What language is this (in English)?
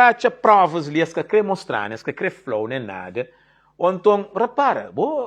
Kabuverdianu